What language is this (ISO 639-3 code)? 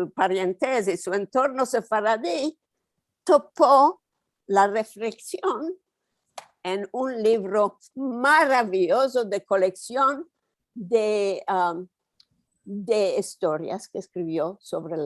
lad